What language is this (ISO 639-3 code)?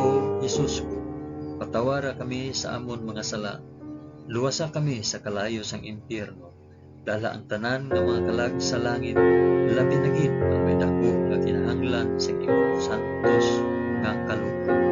hil